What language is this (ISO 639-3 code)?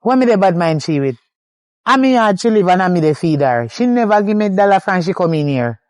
jam